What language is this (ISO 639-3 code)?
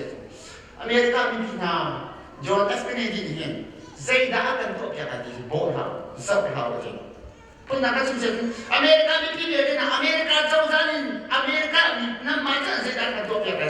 cnh